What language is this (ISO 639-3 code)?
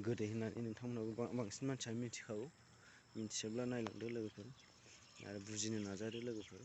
brx